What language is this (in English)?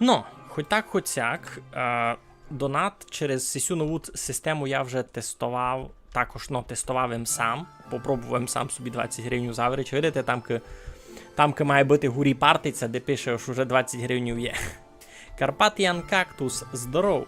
Rusyn